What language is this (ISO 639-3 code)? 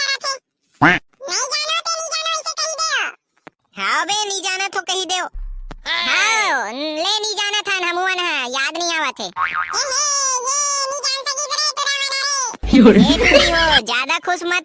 hne